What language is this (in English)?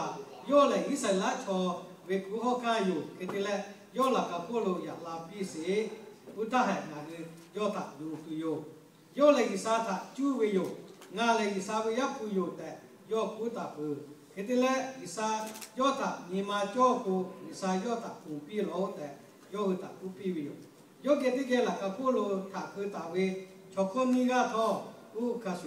Lahu